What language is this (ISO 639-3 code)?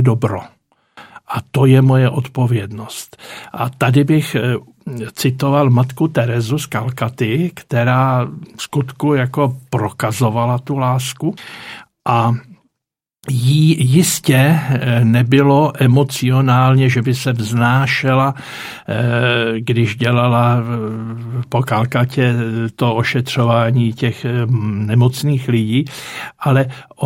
ces